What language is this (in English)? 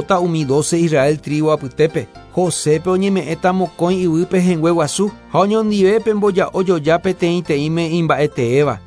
Guarani